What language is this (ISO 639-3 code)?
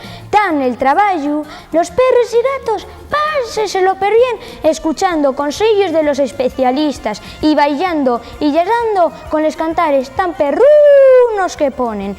ast